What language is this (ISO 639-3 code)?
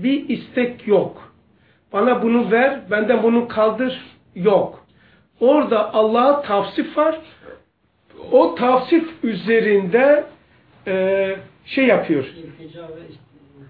tur